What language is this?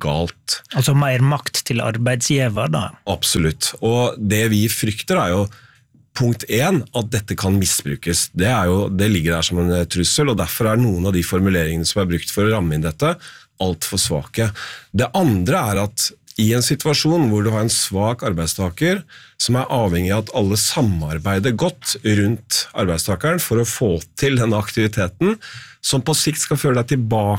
Norwegian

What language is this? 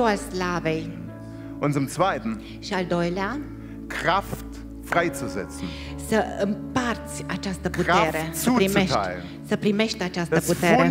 Romanian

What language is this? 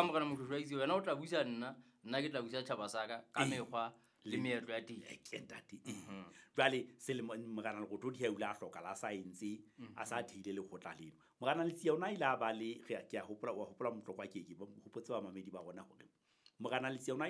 Southern Sotho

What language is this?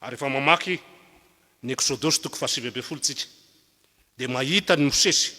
Malagasy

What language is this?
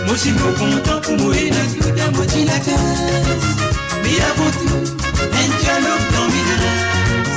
Morisyen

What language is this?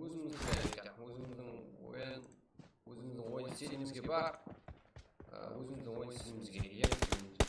Kara-Kalpak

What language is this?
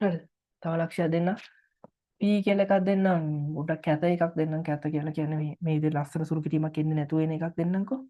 Sinhala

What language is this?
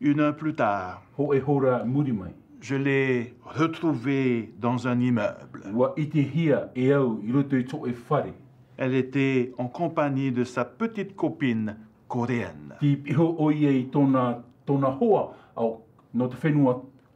Tahitian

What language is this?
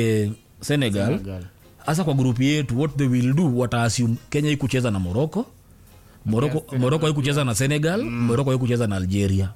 Swahili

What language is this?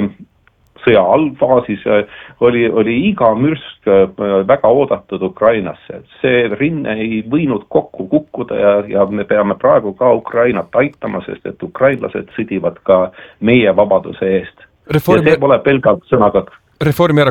Estonian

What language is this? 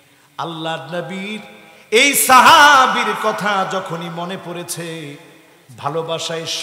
Bangla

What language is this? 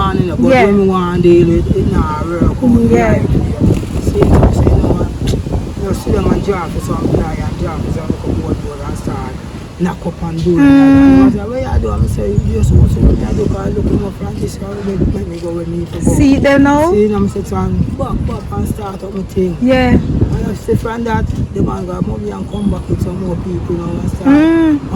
Jamaican Creole English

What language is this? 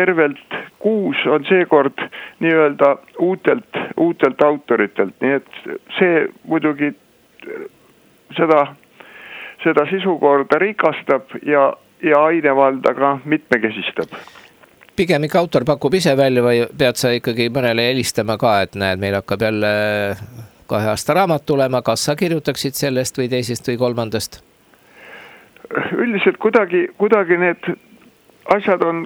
Estonian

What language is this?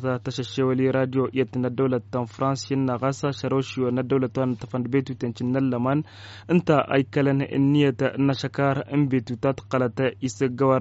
Tamasheq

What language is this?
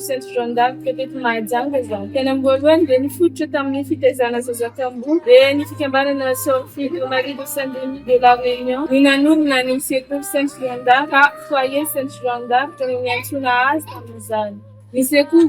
Malagasy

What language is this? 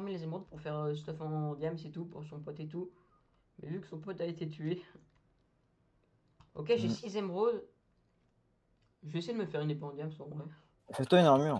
French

